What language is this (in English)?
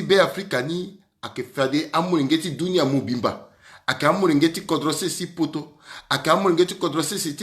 Sango